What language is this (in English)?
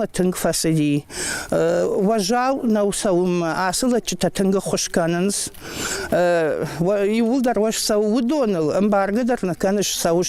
Ossetic